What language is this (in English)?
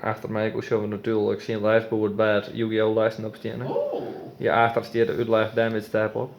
Western Frisian